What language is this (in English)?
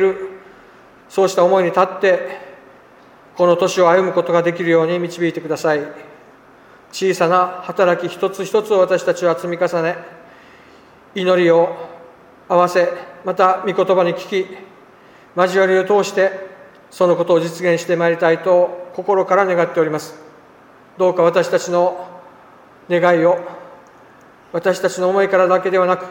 Japanese